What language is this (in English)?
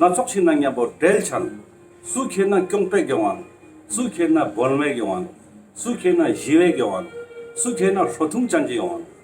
Ladakhi